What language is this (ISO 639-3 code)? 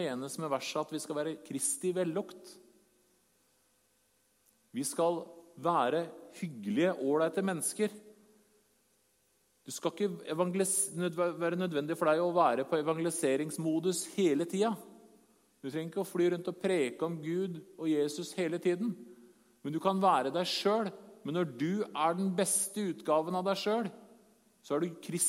nor